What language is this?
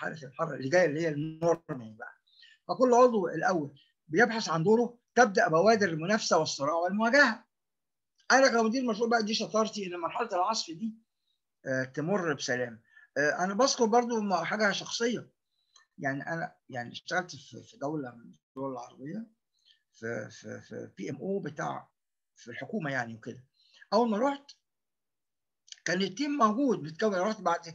Egyptian Arabic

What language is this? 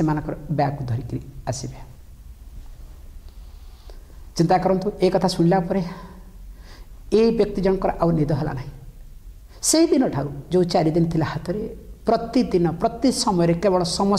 Odia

